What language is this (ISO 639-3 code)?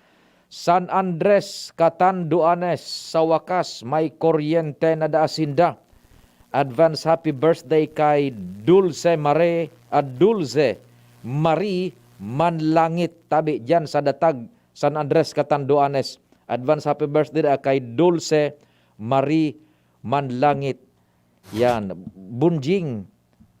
bik